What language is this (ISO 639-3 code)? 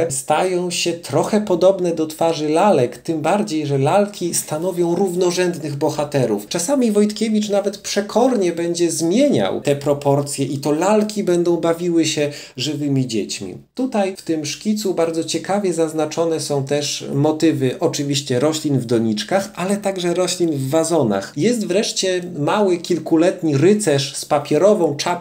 pol